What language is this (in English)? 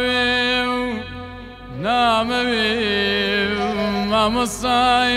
Persian